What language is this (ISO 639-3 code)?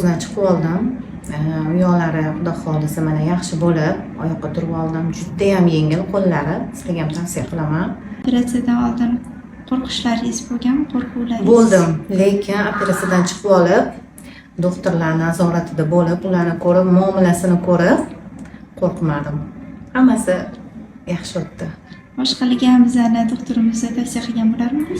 uzb